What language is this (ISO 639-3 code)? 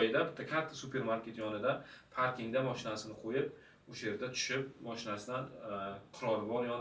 uzb